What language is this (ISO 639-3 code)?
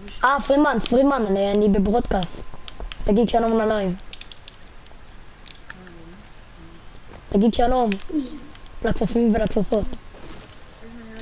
heb